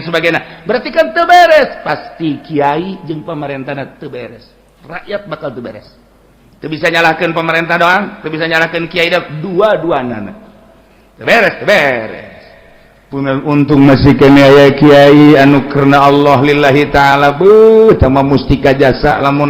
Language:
Sundanese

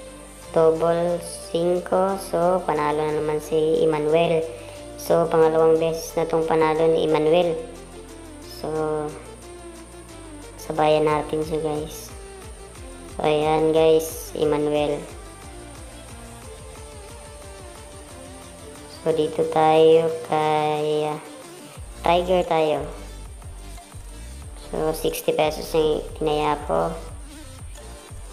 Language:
Filipino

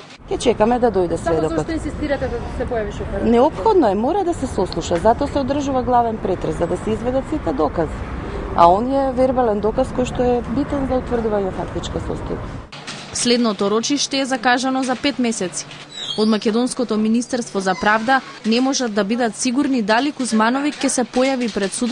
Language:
Macedonian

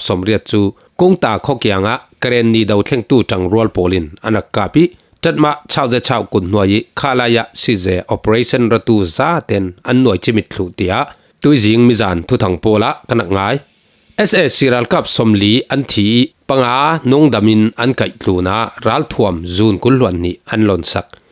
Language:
Falam Chin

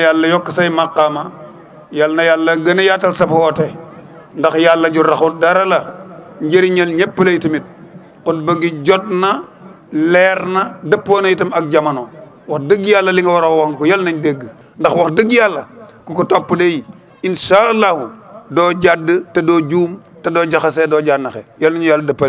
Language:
Wolof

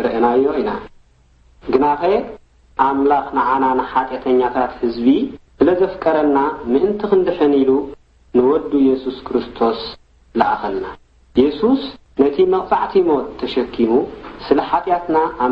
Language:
Tigrinya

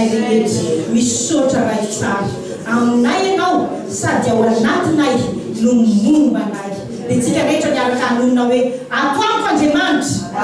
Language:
Malagasy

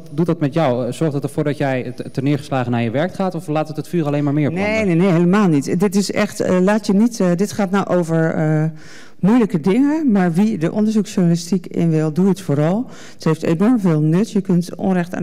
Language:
Dutch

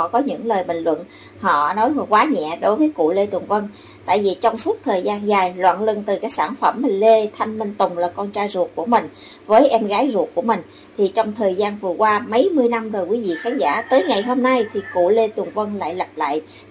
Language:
Vietnamese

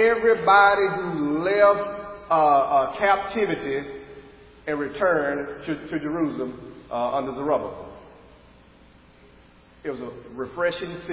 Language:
English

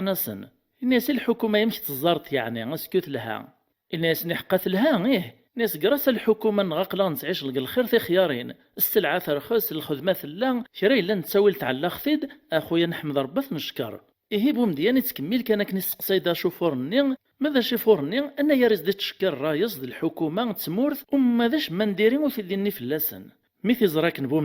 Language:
Kabyle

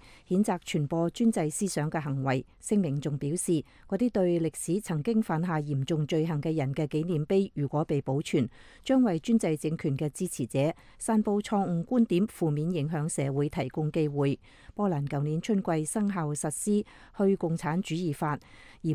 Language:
Cantonese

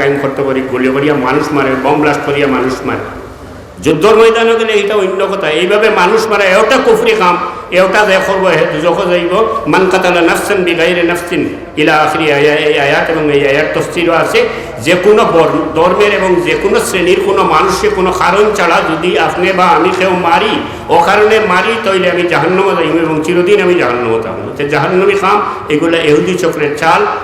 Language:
Sylheti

